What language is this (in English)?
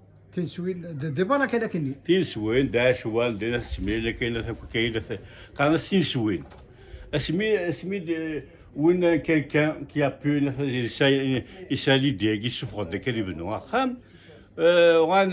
Kabyle